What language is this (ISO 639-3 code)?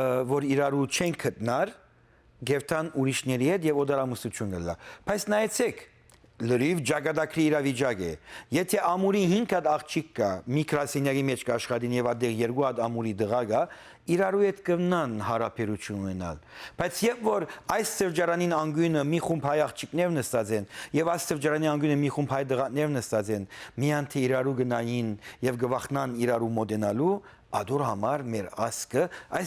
hyw